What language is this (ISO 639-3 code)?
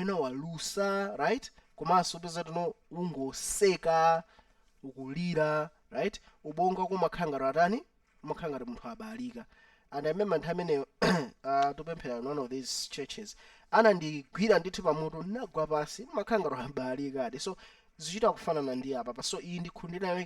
nya